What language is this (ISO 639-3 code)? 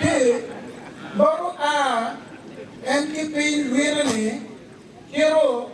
ach